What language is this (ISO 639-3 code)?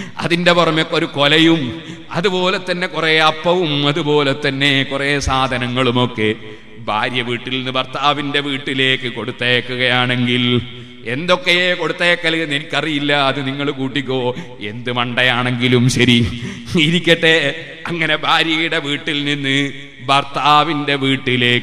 mal